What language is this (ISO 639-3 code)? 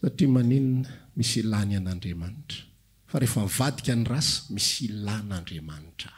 mlg